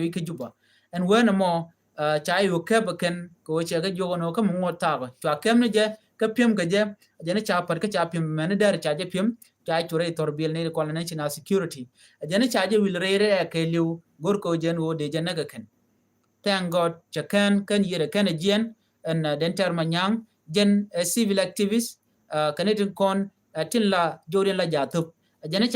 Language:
Nuer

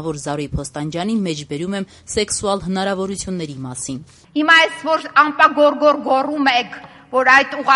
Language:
Armenian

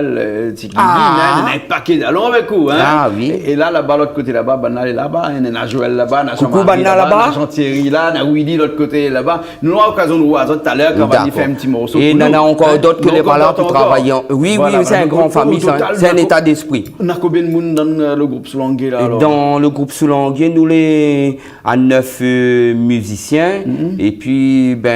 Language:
Réunion Creole French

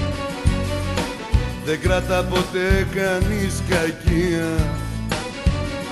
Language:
Greek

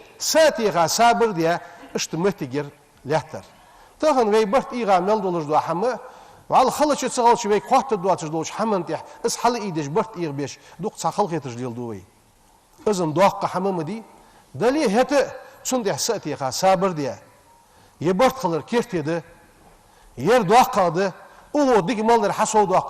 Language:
Ingush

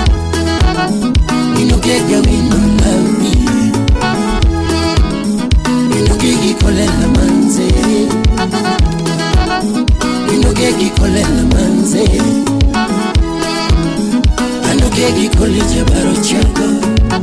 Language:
Luo (Kenya and Tanzania)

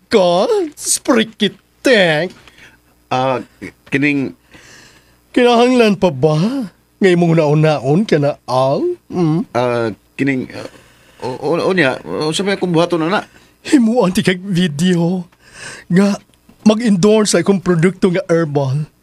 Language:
Cebuano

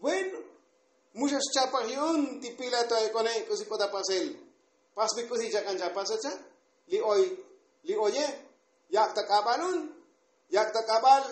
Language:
Tzotzil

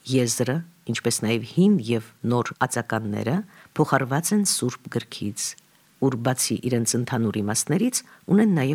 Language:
Armenian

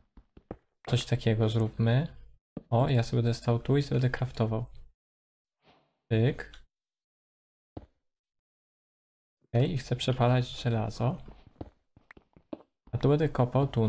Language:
Polish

